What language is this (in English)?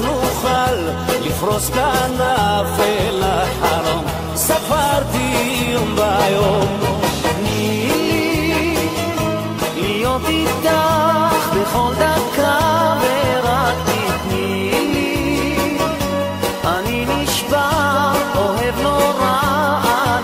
Hebrew